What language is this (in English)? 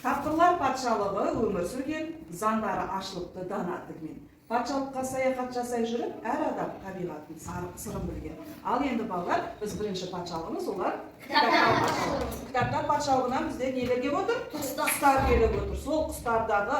Kazakh